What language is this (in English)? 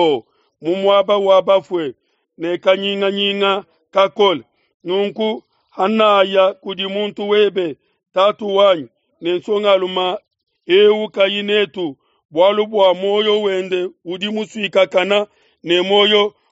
Luba-Lulua